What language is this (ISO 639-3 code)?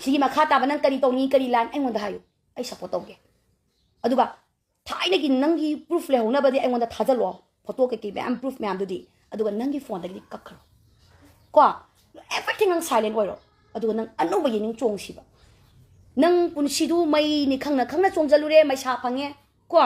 mni